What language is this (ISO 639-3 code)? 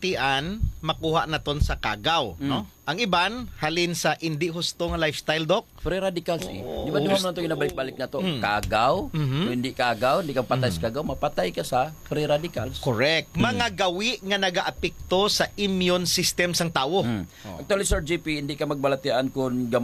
hil